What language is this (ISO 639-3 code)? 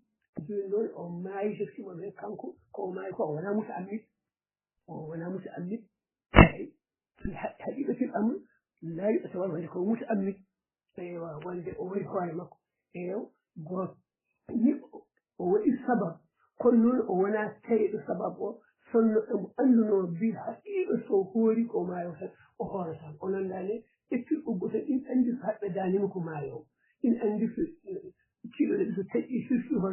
ful